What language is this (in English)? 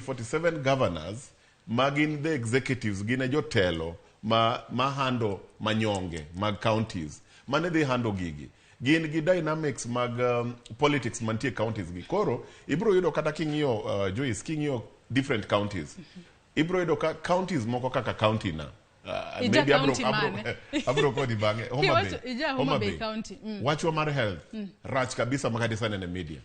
Luo (Kenya and Tanzania)